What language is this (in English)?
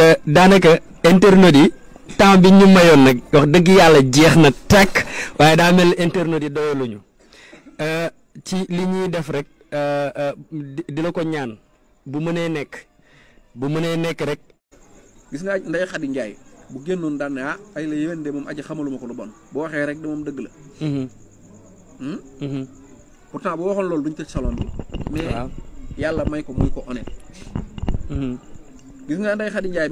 Wolof